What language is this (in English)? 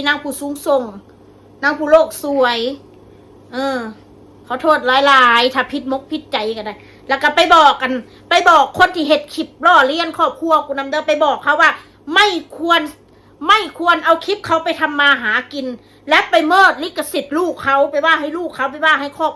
Northeastern Thai